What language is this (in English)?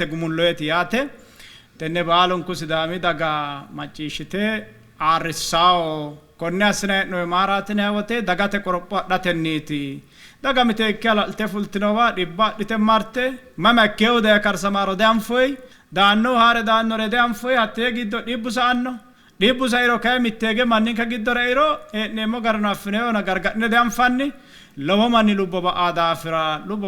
Sidamo